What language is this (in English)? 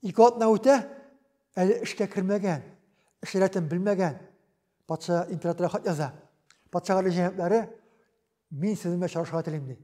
Tatar